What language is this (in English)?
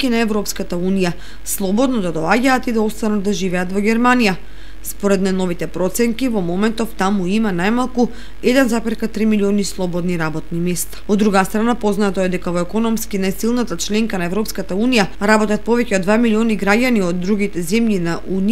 Macedonian